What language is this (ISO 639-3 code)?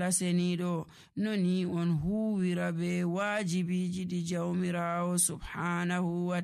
fuv